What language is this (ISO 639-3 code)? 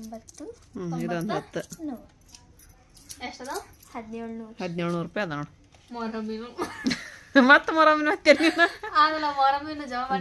kan